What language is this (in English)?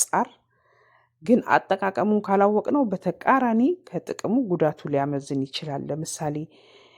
Amharic